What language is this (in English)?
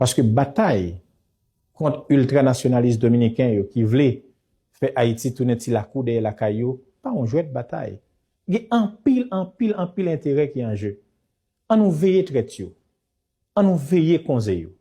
Haitian Creole